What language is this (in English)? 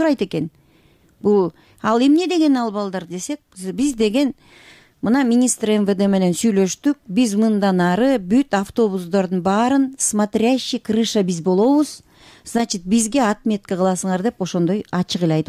Kyrgyz